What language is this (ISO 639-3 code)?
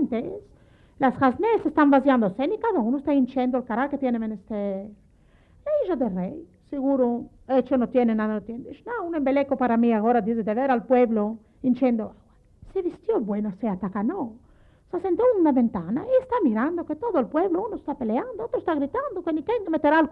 lad